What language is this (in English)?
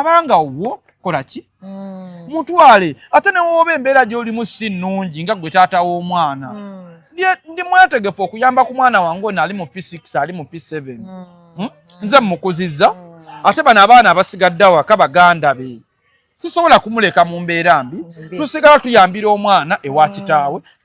Ganda